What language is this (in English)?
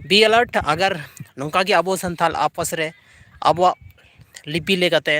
Santali